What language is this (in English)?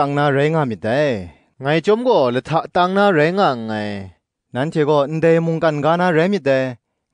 Kachin